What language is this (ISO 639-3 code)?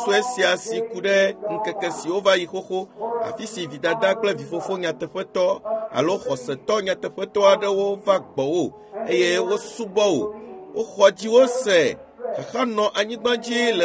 ewe